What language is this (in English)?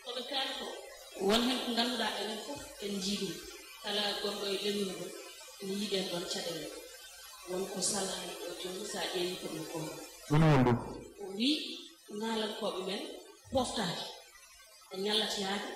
Fula